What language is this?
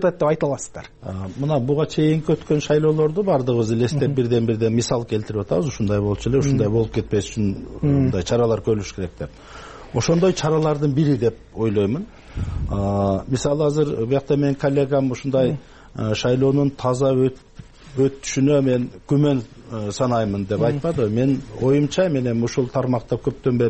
Kyrgyz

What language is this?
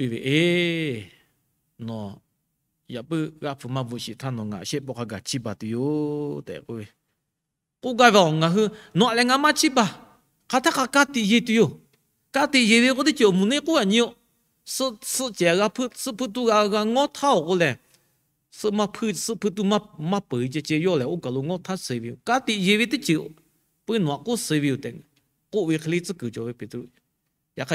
Lahu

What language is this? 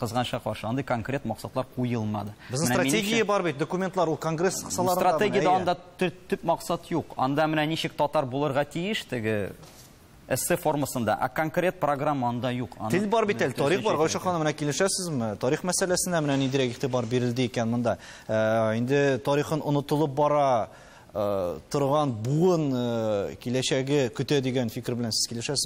Tatar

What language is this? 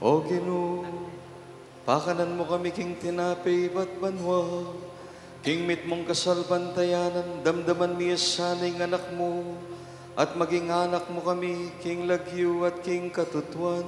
Pampanga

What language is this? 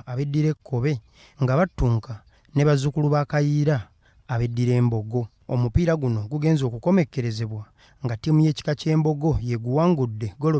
Ganda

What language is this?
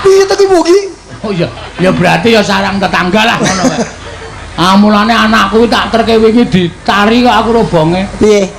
Javanese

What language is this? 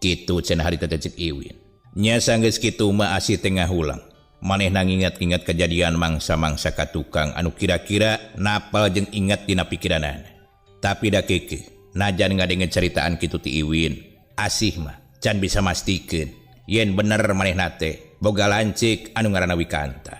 Sundanese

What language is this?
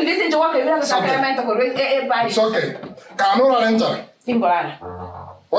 Gusii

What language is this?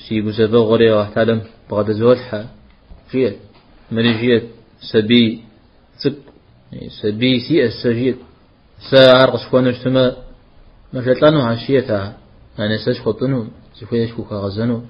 Kabardian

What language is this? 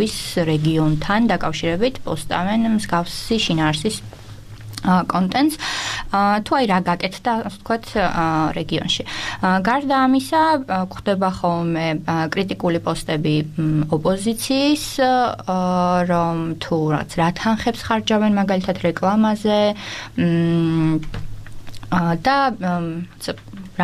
Georgian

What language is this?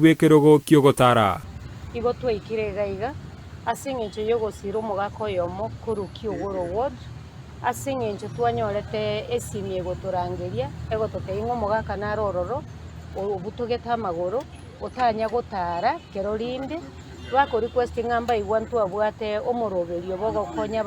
Gusii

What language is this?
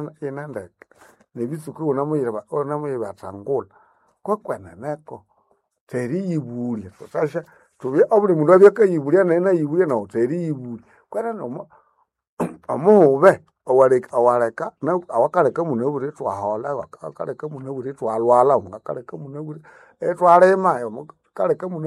Nande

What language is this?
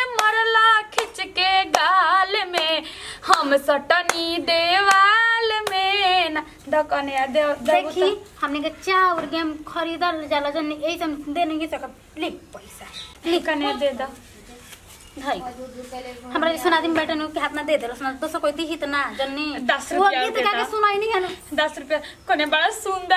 Bhojpuri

